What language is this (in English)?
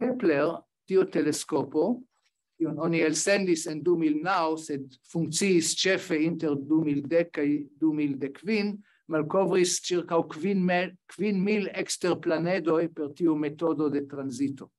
Esperanto